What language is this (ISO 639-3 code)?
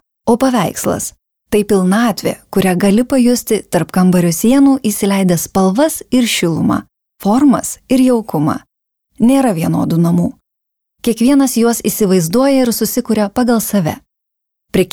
lit